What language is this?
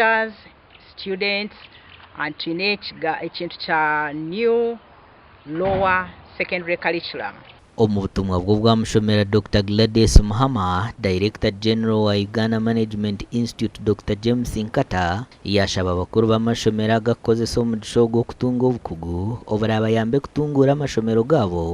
Nyankole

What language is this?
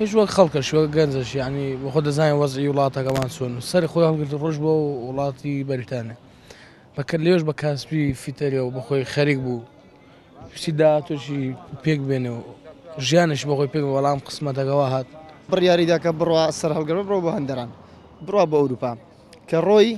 Central Kurdish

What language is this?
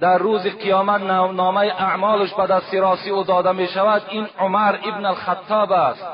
Tajik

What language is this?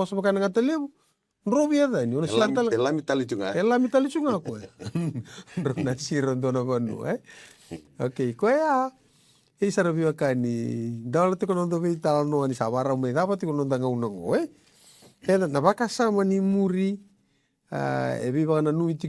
Fijian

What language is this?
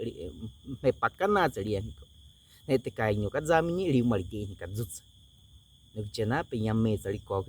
Baniwa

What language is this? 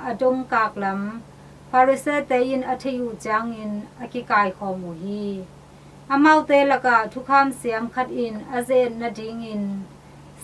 Tedim Chin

